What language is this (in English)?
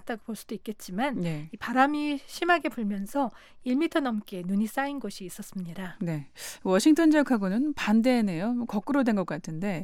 Korean